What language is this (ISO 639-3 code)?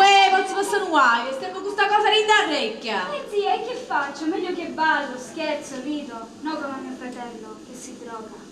nap